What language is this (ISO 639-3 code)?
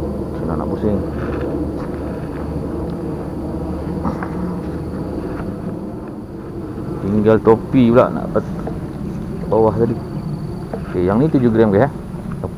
msa